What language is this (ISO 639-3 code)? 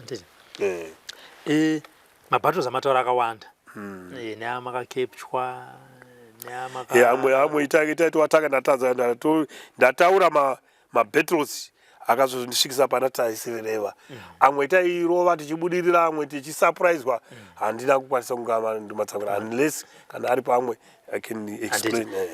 sna